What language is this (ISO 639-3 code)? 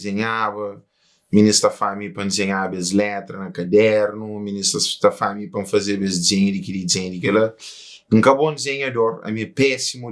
kea